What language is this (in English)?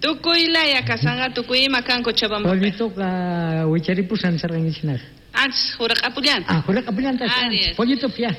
South Bolivian Quechua